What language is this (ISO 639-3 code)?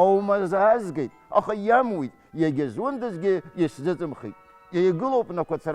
abk